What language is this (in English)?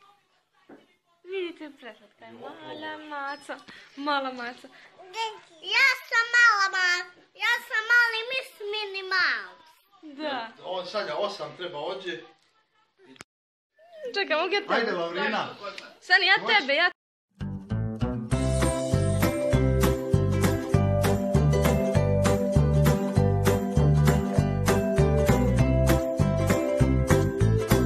Croatian